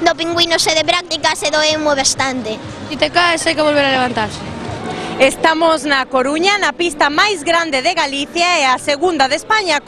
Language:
Galician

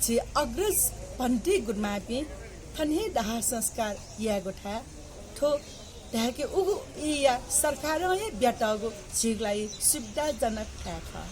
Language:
Newari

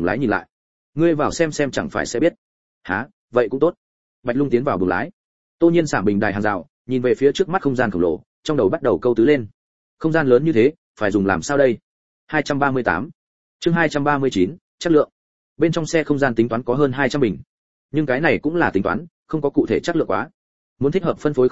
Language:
Vietnamese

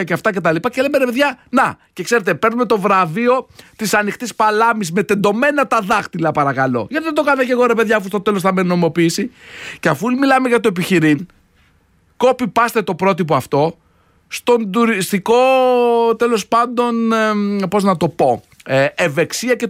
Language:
Greek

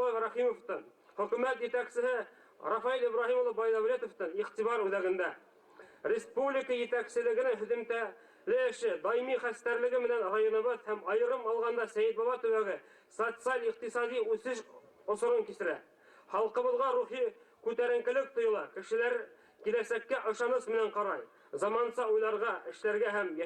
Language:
Bashkir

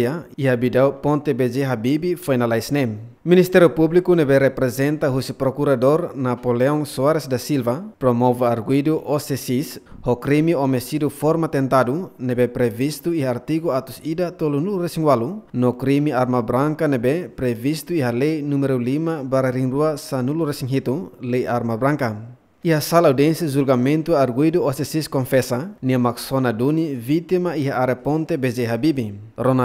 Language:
Tetum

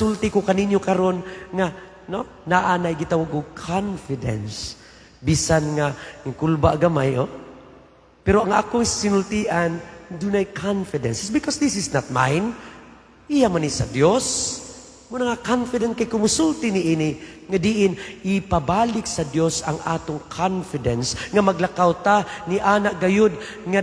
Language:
Cebuano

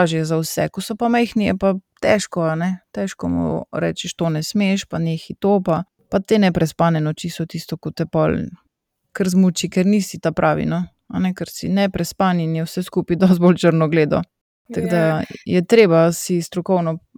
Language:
Slovenian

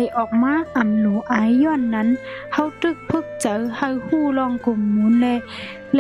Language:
Shan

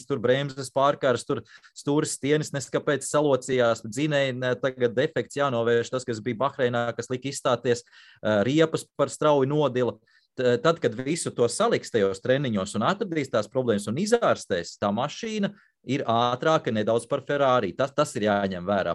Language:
Latvian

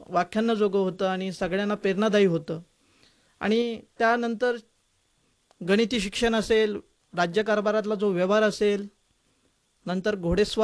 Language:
Marathi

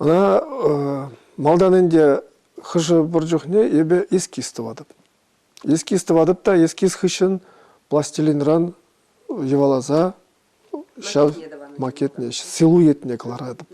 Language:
Chuvash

